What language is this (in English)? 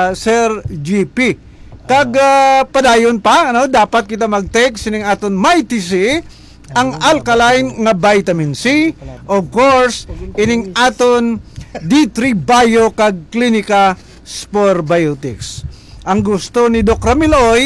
Hiligaynon